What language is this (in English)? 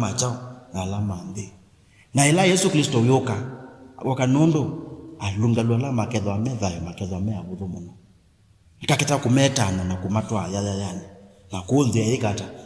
Kamba